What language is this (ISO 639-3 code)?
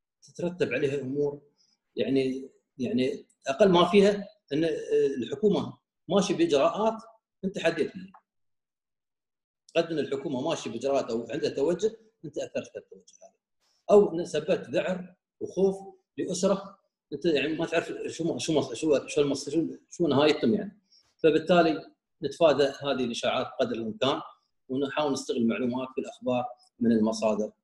ara